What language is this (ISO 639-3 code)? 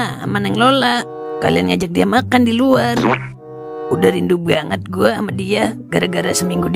bew